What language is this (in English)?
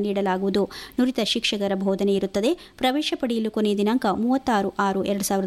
Kannada